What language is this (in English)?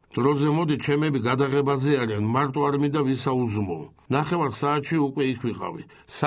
Georgian